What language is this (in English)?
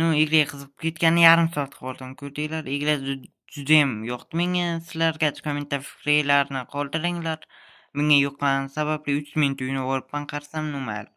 Uzbek